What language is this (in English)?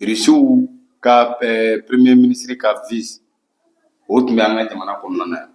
Bambara